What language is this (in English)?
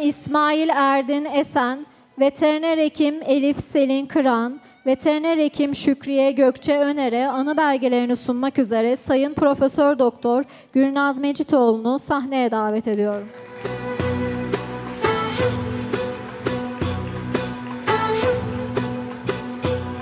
Turkish